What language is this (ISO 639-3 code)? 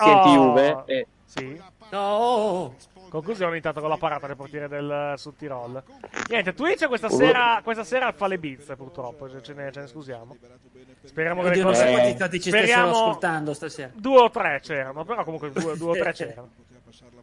ita